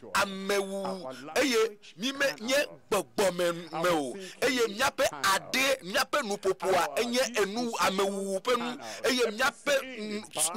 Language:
Ewe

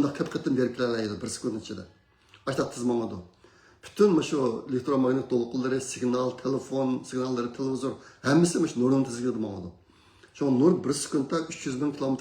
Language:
Uyghur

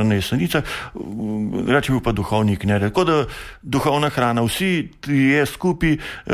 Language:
Slovenian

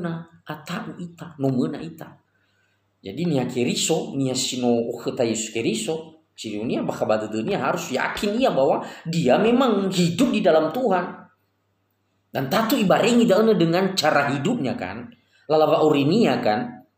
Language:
Nias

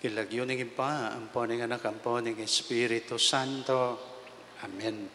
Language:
Pampanga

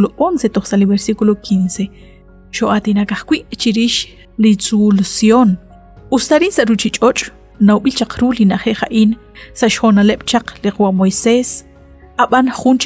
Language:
Kekchí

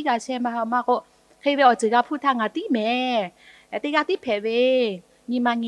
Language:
Lahu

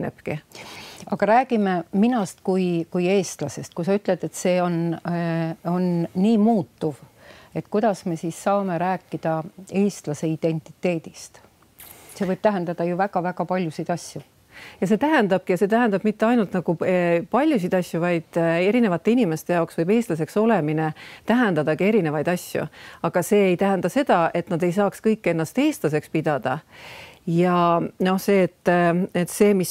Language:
Estonian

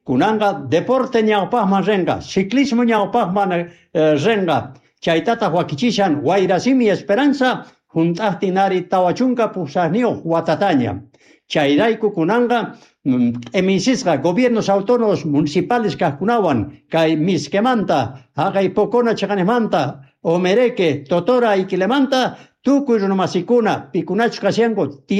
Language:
South Bolivian Quechua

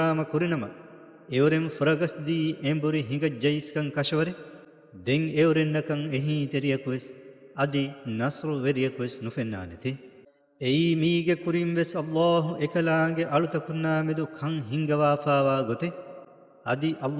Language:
Divehi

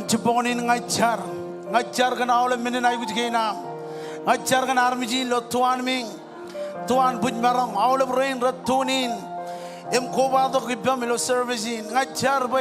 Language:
Marshallese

